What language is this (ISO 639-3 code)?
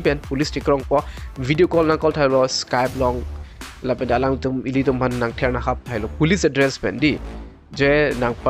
mjw